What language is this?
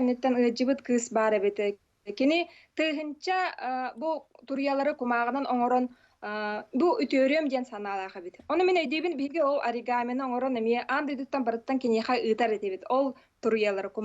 Yakut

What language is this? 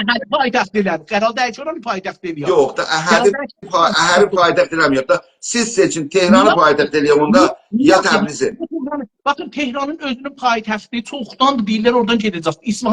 South Azerbaijani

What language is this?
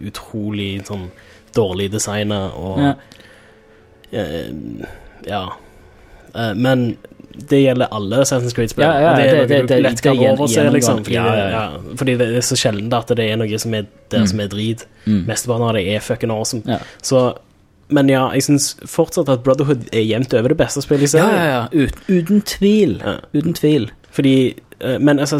Norwegian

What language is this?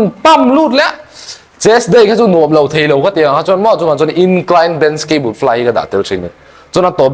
Mizo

